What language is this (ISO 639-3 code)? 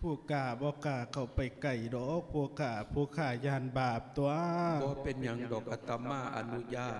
lao